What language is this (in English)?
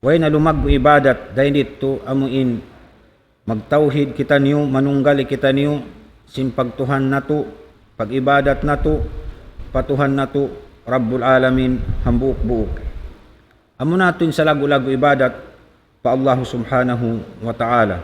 Tausug